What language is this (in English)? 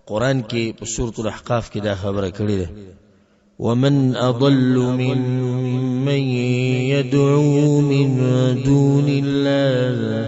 Pashto